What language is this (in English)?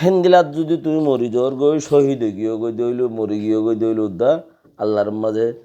Rohingya